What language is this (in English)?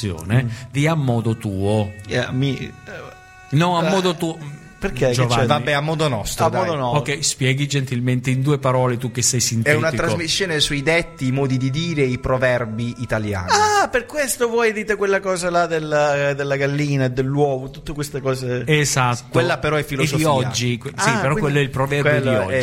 Italian